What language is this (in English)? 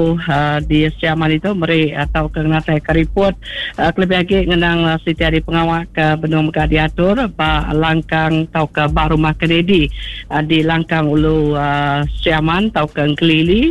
Iban